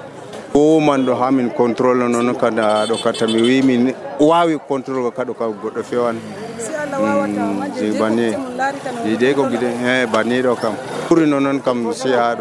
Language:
Nigerian Fulfulde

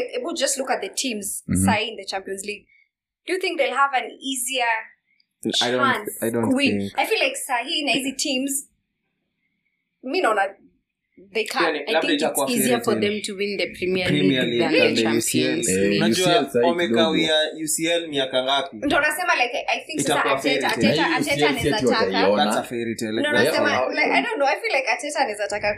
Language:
Swahili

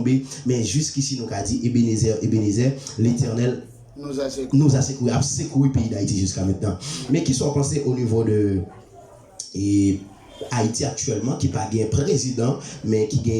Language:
Haitian Creole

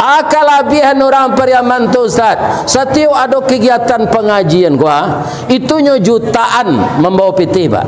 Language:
Minangkabau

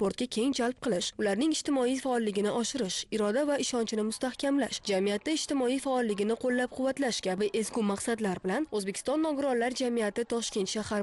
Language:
Uzbek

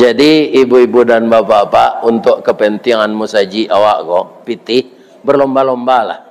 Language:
Minangkabau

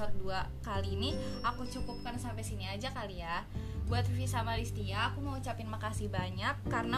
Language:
Indonesian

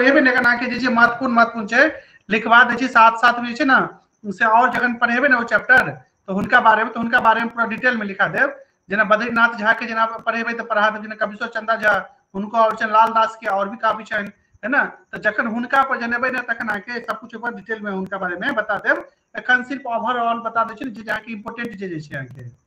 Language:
Maithili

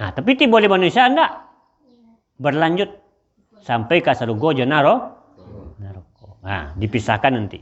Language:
Minangkabau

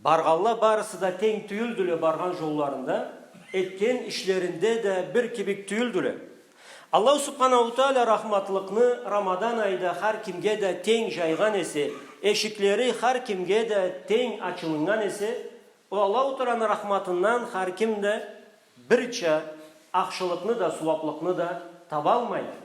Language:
Karachay-Balkar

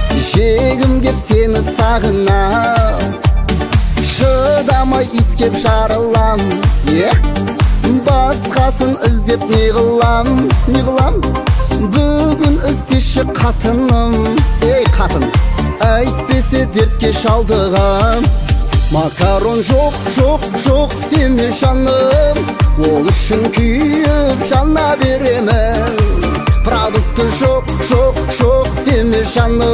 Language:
Kazakh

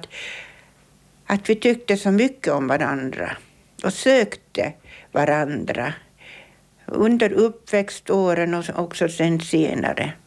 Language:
Swedish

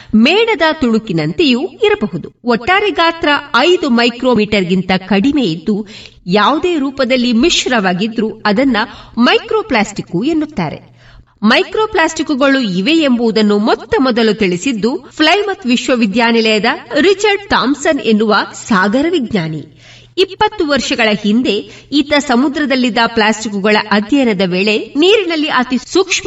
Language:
Kannada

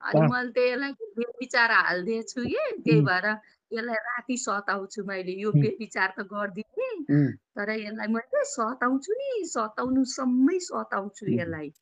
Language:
Nepali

